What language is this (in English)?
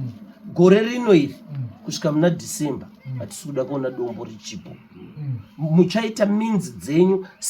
Shona